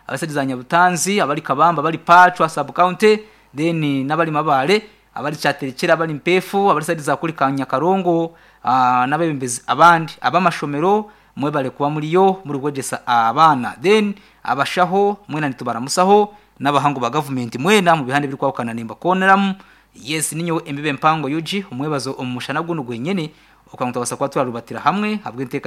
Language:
Nyankole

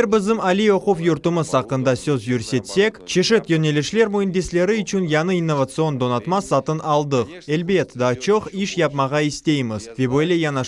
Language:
Crimean Tatar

